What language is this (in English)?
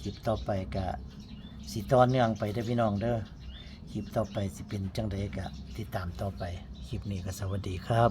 Northeastern Thai